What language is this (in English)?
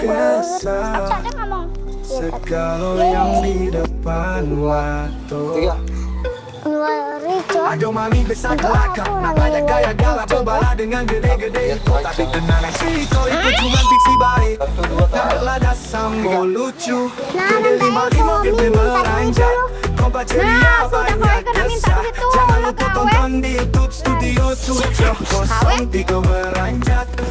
Musi